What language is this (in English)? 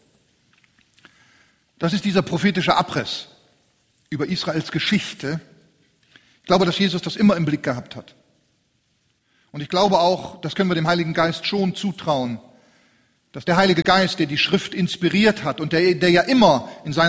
German